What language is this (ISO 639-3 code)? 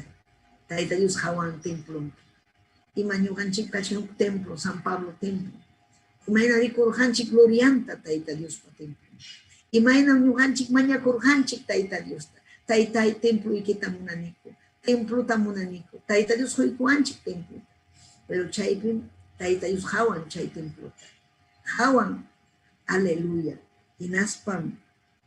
quy